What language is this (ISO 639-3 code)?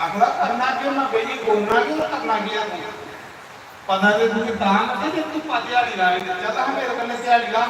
doi